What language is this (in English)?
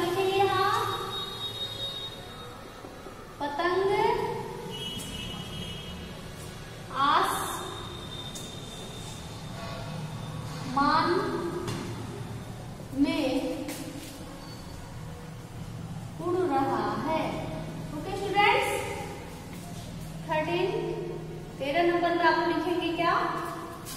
Hindi